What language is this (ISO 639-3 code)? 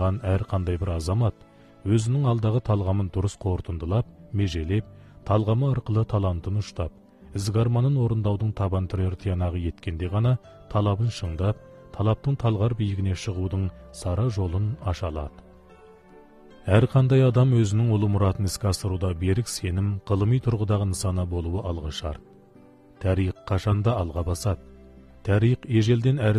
kaz